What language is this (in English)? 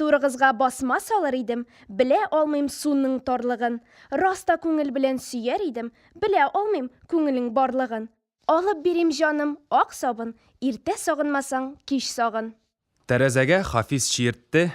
Tatar